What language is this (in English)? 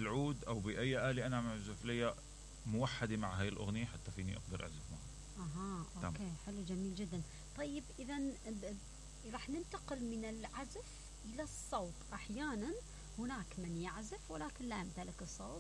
Mesopotamian Arabic